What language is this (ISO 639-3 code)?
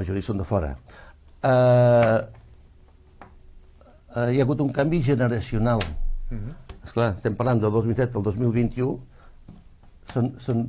cat